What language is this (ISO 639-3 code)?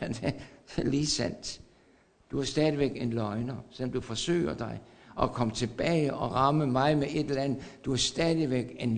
dan